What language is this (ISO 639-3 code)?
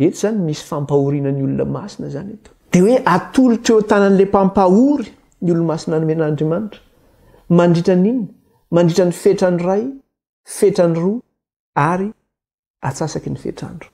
mlg